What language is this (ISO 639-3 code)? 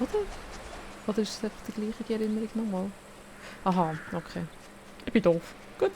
gsw